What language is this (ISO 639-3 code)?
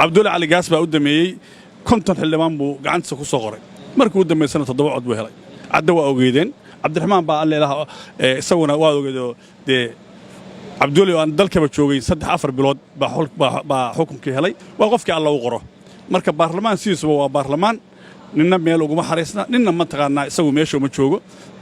som